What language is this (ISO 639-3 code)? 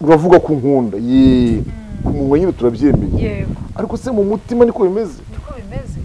kin